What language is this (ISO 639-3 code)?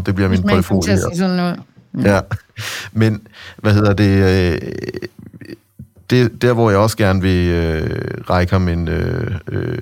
dan